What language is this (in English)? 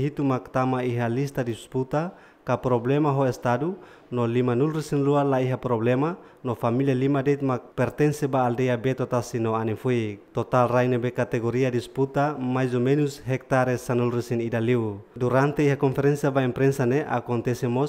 Tetum